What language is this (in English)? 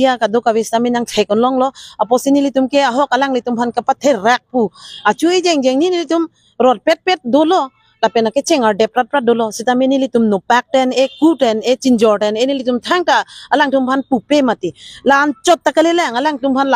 Karbi